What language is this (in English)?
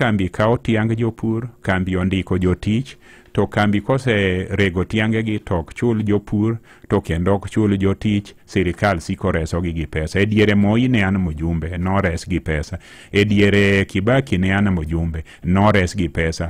Luo (Kenya and Tanzania)